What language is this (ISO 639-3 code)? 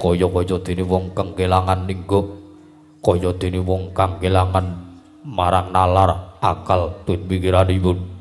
jav